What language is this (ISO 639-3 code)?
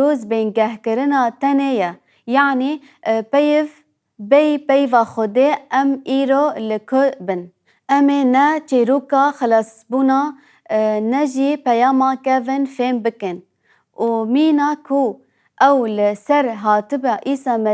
kur